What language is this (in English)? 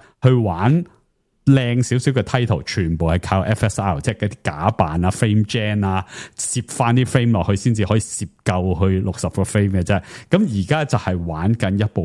Cantonese